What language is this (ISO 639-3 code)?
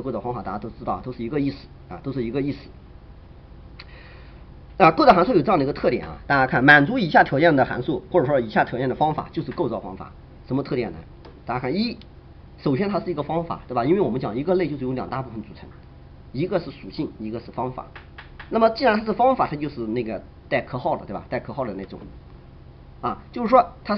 zho